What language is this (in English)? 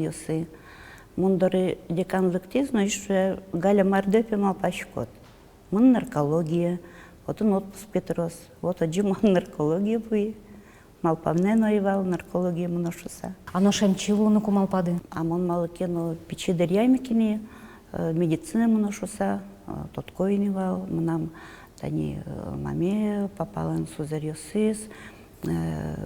Udmurt